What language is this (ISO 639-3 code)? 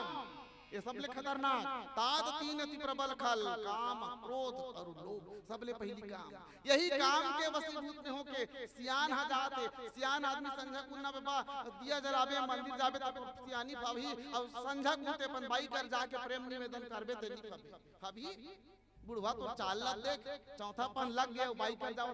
hne